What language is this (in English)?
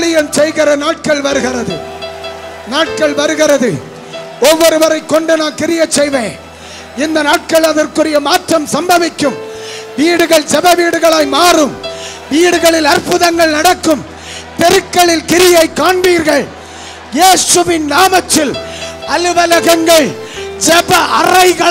Tamil